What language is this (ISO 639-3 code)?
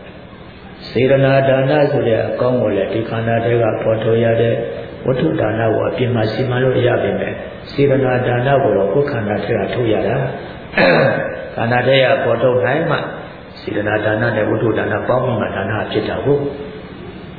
mya